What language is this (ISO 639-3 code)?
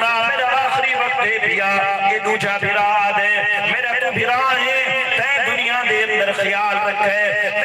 skr